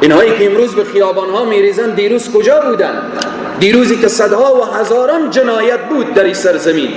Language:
Persian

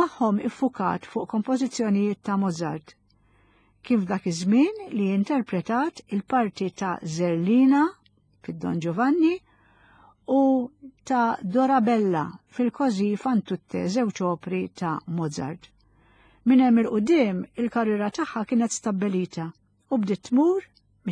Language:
Maltese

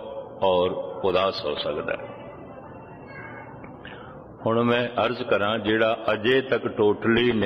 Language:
Punjabi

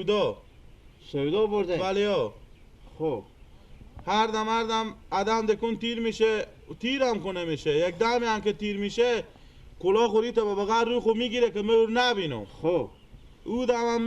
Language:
Persian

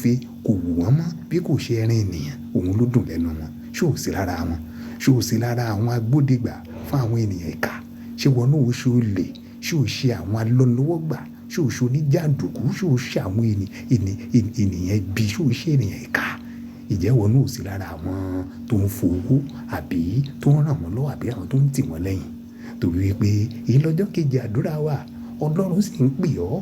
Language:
Yoruba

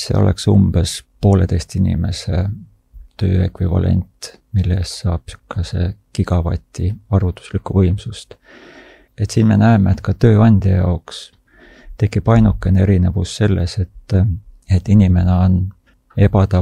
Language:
Estonian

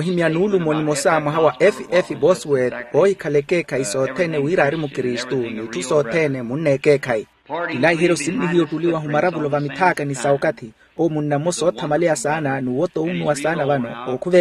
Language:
Makhuwa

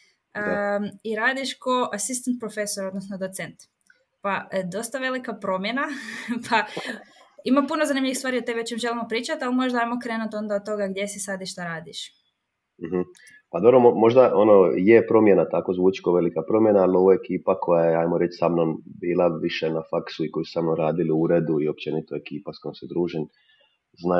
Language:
Croatian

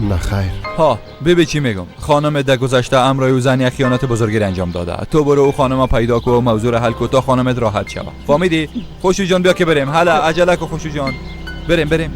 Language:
Persian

